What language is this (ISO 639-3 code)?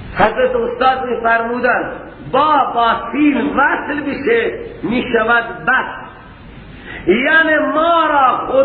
fas